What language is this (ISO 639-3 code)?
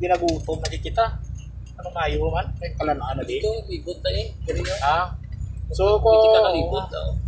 hil